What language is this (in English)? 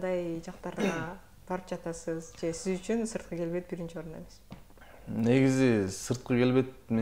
Kyrgyz